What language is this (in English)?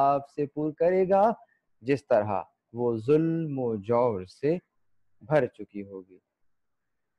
Urdu